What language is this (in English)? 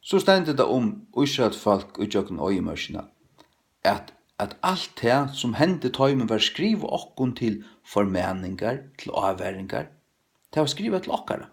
Faroese